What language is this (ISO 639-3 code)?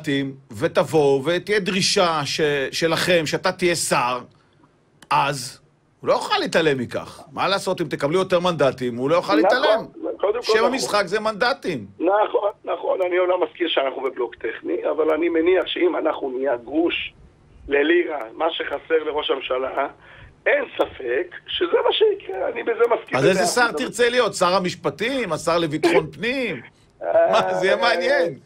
heb